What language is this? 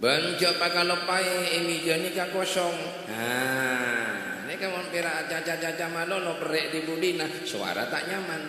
Madurese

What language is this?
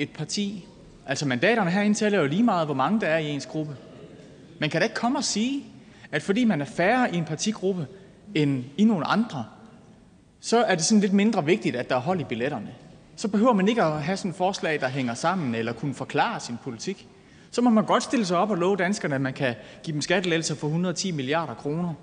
Danish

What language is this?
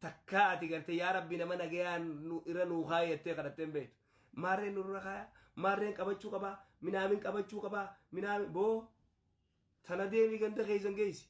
Oromo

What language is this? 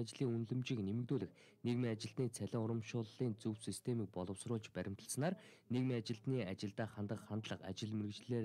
Mongolian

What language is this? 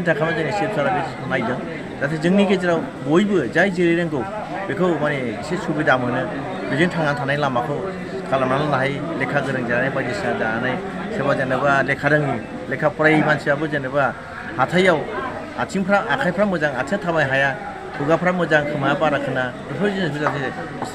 Bodo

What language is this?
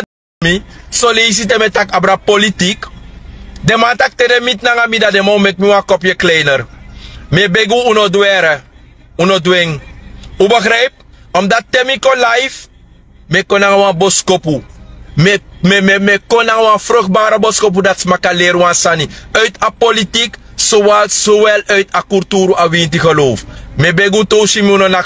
Sranan Tongo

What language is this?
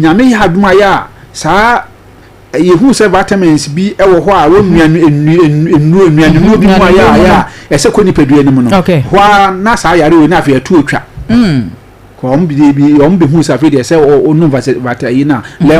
Akan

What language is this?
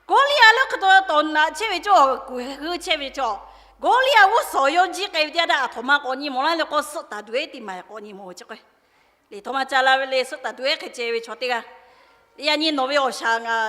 Lahu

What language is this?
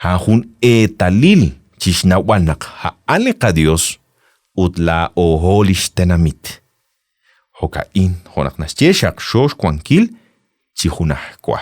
Kekchí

